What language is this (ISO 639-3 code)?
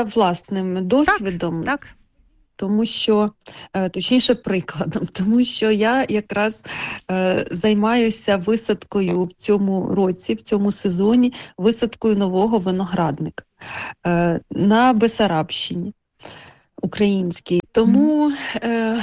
ukr